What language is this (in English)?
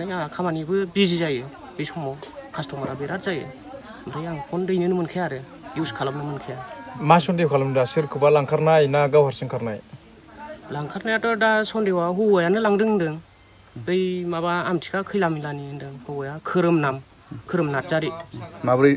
Bodo